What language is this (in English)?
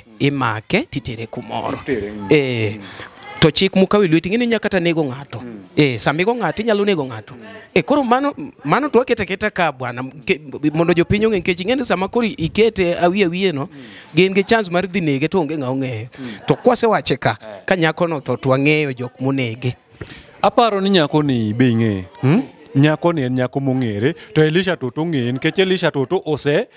Luo (Kenya and Tanzania)